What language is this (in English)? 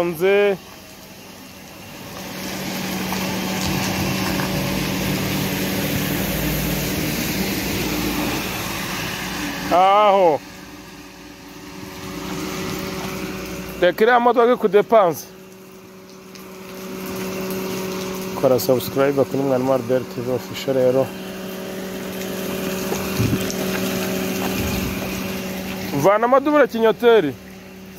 Kinyarwanda